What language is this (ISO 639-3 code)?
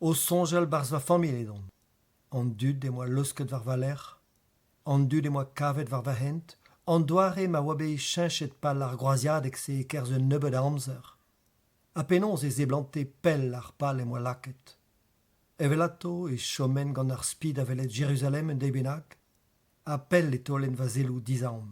bre